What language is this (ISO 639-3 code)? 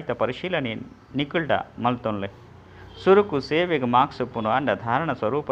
tcy